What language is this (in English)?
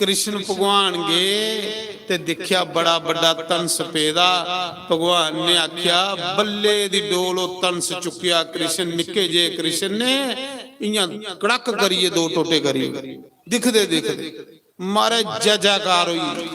Dogri